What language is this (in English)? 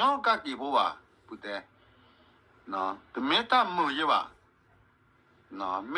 S'gaw Karen